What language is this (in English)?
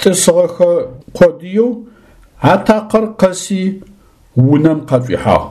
Adyghe